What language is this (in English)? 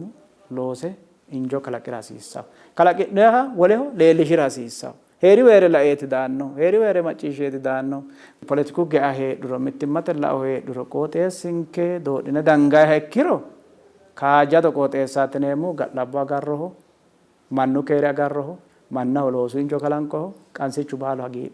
Sidamo